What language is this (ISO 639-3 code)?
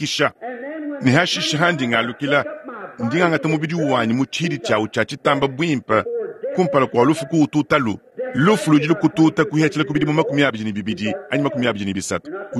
lua